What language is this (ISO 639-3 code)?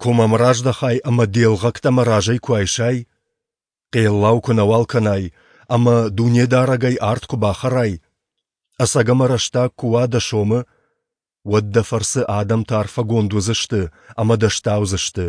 oss